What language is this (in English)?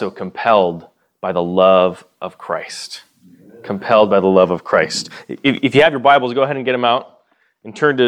English